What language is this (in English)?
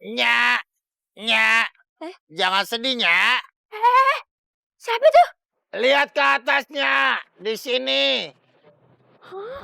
Betawi